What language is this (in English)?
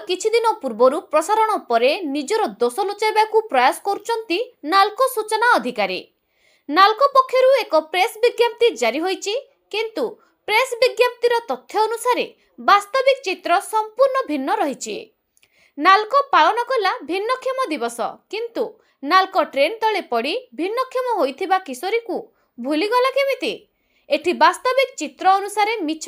Odia